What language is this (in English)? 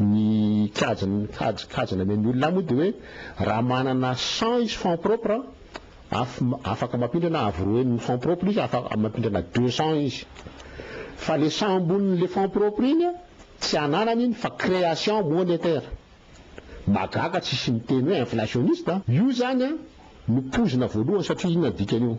Malagasy